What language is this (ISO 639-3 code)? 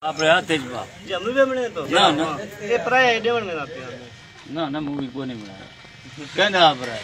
skr